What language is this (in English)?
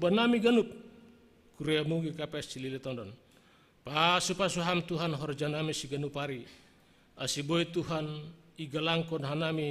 Batak Simalungun